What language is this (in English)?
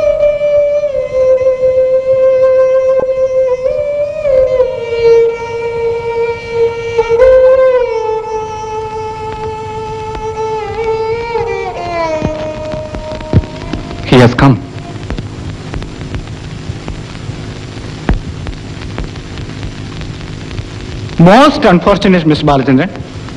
Malayalam